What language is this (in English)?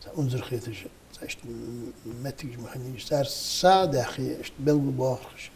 Ingush